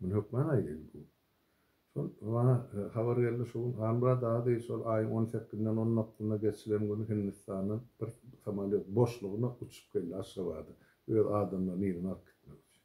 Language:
Turkmen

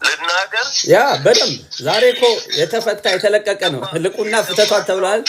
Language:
Amharic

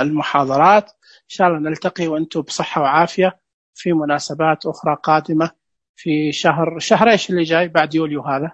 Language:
Najdi Arabic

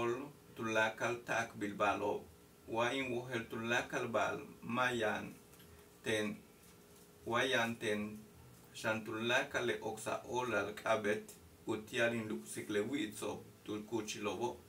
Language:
Yucateco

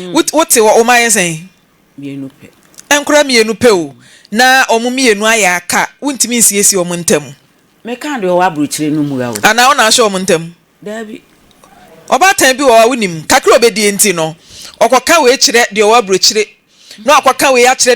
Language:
Akan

